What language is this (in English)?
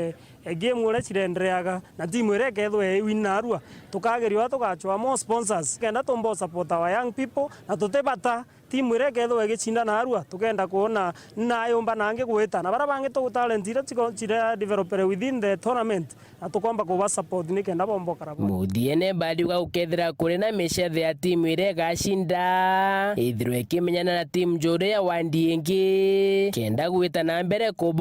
Meru